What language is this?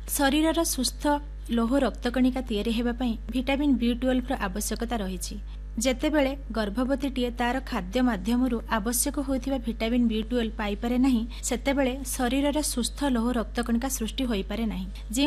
Odia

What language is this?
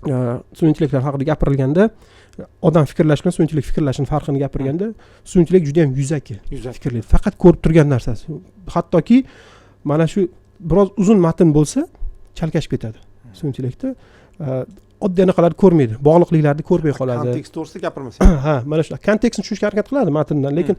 Uzbek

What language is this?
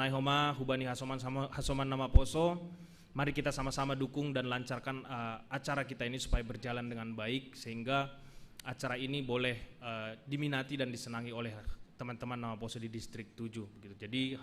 Batak Simalungun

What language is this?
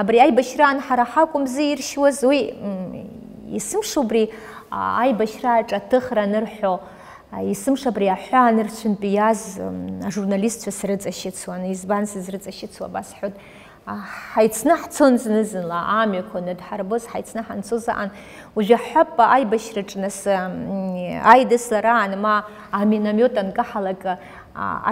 Abkhazian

